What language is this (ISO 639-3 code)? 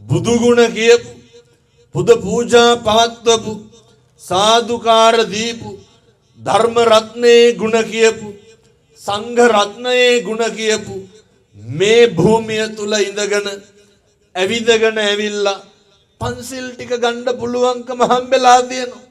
sin